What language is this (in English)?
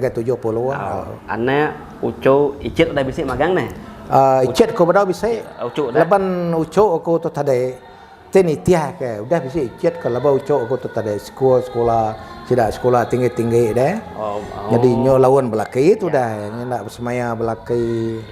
Iban